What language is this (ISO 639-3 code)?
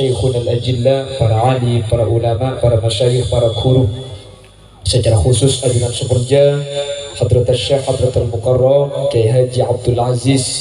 mad